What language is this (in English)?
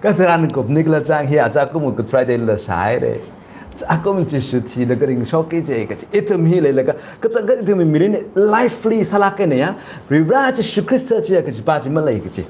Tangkhul Naga (India)